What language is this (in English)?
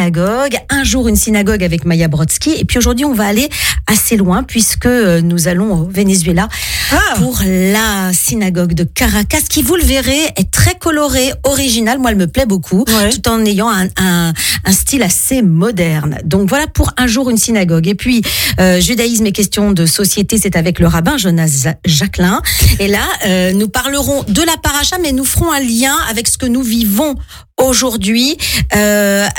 French